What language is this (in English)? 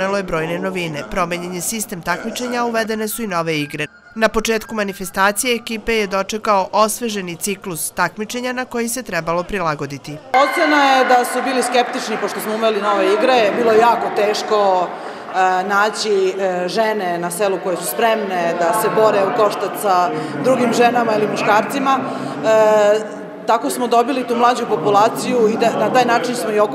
Serbian